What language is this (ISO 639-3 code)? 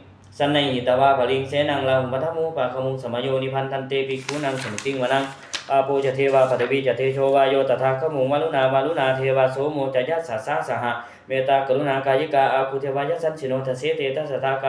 pli